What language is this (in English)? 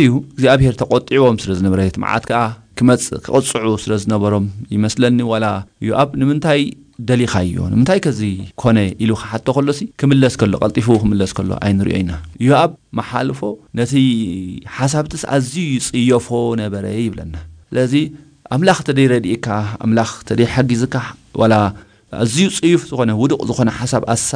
Tigrinya